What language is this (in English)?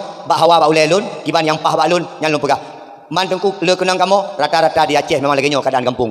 Achinese